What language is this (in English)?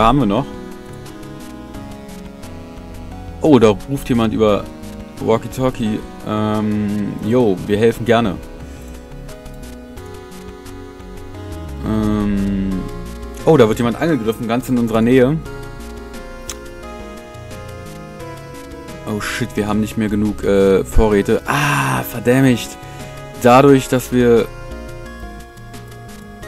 German